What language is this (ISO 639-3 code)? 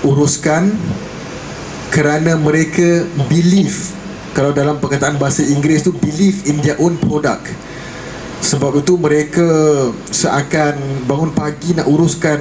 msa